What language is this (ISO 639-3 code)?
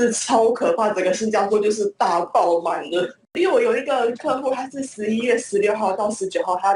zho